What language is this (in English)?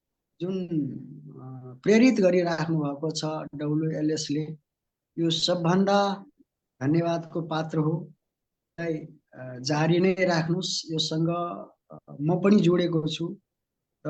Nepali